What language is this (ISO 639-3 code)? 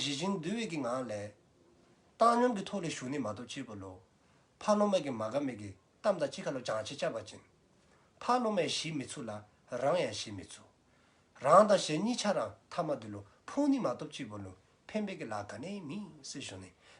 dzo